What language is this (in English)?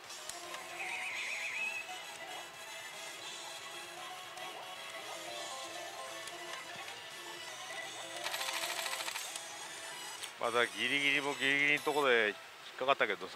Japanese